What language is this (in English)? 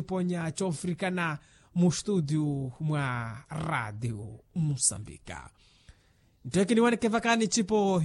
Makhuwa